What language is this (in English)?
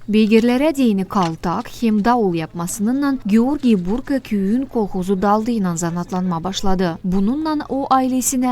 Gagauz